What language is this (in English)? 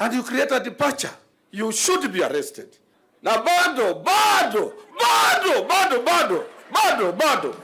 Kamba